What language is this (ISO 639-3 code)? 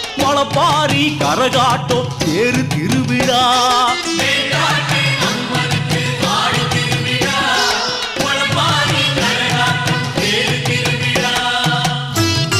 tam